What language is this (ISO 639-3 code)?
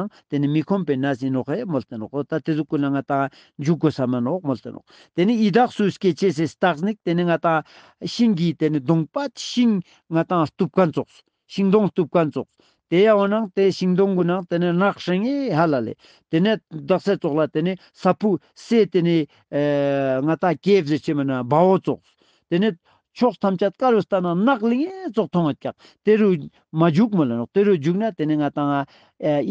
lbj